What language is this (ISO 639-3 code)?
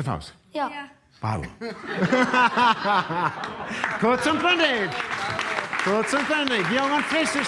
bar